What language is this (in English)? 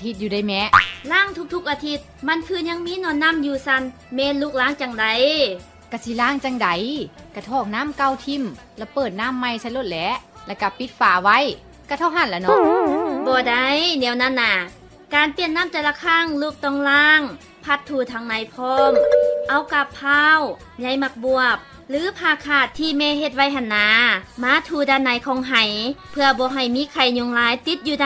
Lao